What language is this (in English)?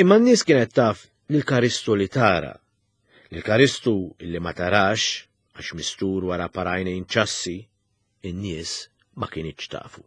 Maltese